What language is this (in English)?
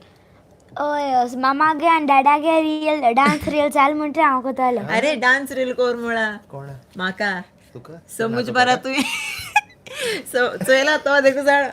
Konkani